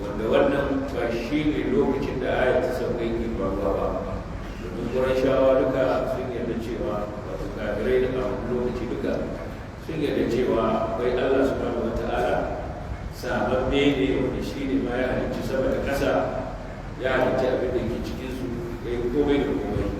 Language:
Hausa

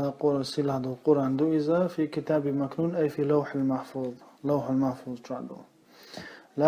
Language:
Chechen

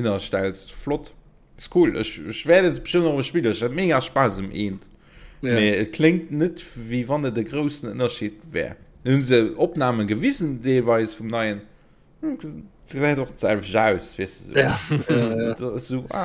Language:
Luxembourgish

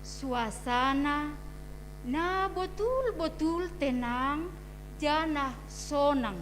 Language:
Batak Simalungun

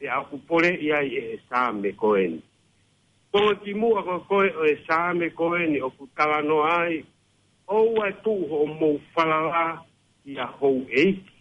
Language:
Tongan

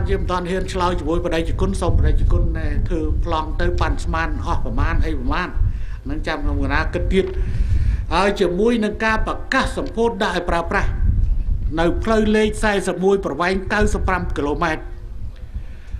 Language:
Khmer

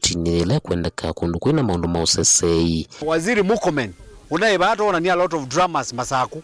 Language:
Kamba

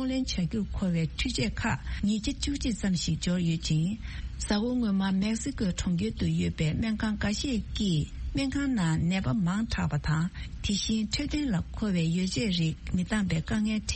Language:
Tibetan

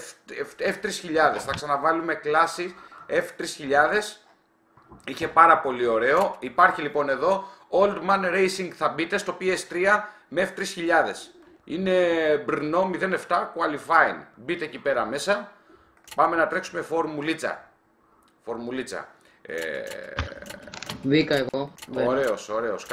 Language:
Greek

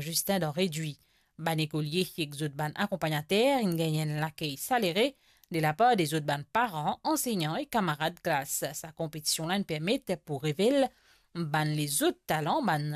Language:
Morisyen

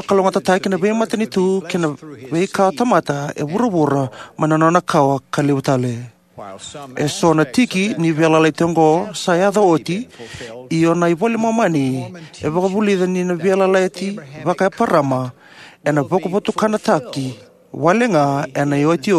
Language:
Fijian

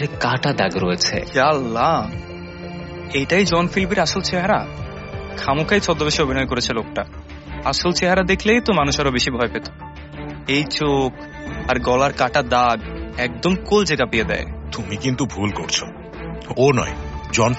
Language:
Bangla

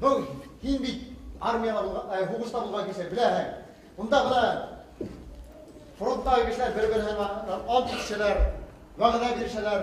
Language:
Bashkir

